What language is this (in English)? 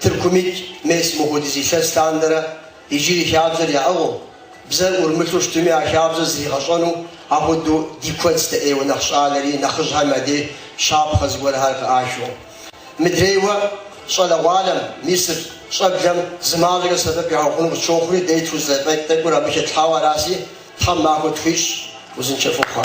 Kabardian